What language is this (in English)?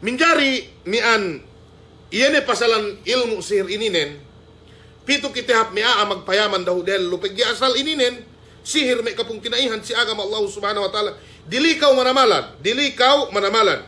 Yakan